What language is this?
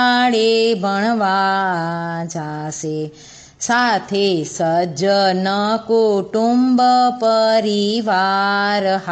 Gujarati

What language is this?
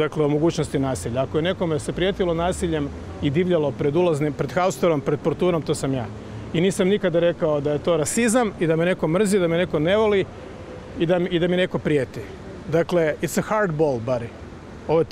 Croatian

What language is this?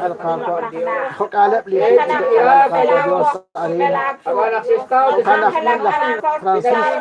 Kekchí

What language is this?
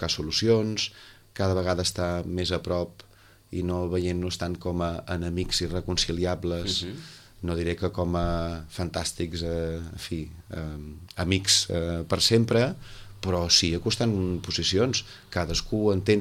Catalan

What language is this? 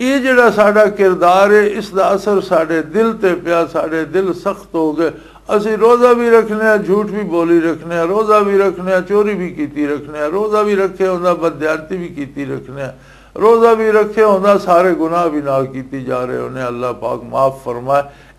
Western Panjabi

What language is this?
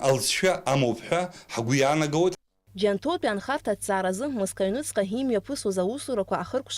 Abkhazian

